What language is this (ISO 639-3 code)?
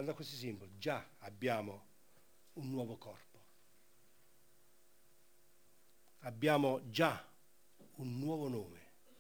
ita